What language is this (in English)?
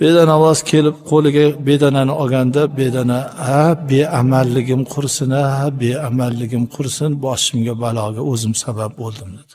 Uzbek